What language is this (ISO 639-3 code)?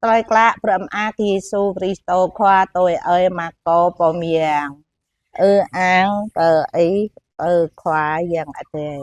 jra